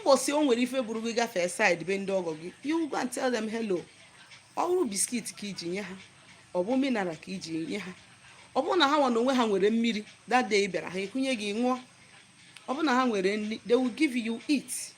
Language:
Igbo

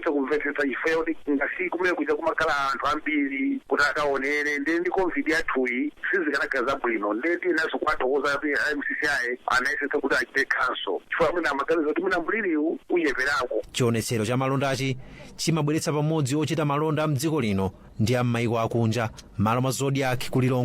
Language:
Nyanja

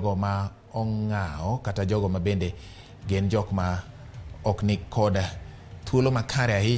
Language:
Luo (Kenya and Tanzania)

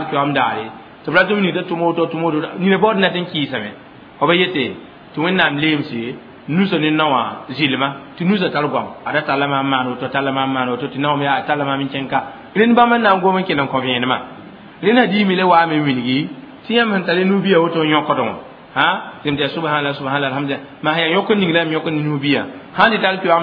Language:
Mossi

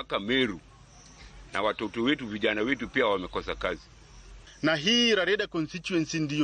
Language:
Luo (Kenya and Tanzania)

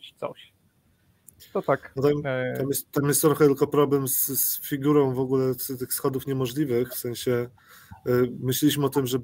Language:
Polish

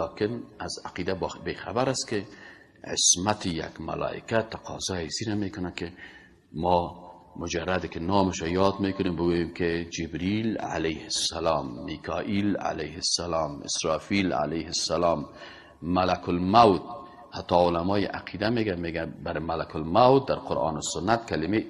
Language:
Persian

